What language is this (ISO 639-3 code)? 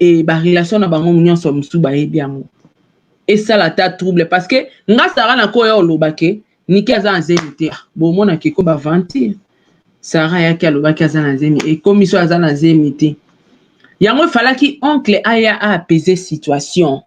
lin